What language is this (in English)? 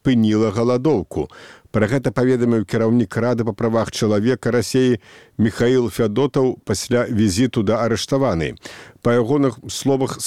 Belarusian